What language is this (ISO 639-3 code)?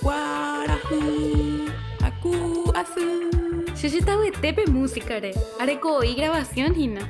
grn